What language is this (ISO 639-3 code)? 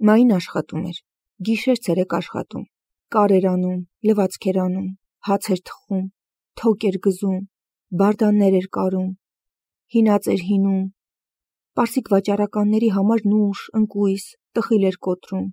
hye